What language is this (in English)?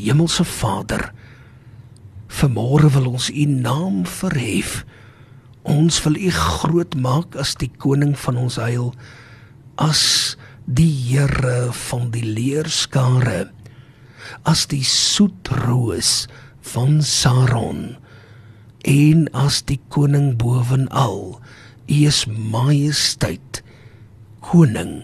Afrikaans